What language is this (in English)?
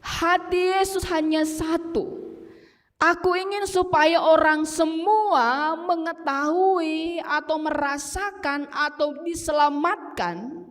Batak Karo